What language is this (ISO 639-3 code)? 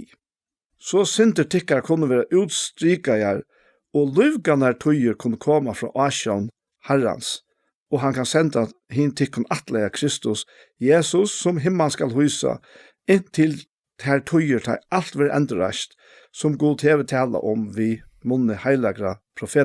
fao